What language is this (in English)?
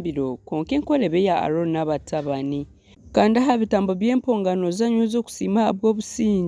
Nyankole